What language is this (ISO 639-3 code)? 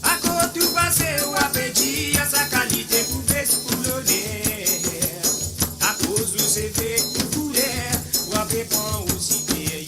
mfe